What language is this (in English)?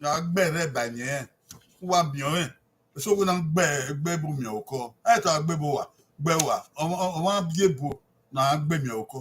Bini